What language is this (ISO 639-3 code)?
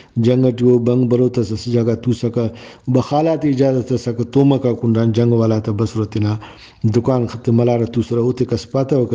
brh